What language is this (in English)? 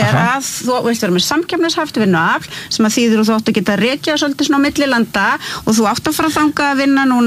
Icelandic